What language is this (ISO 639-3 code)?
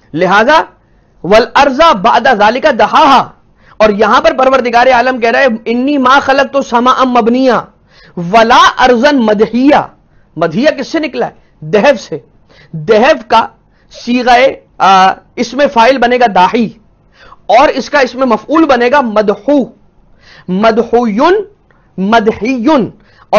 urd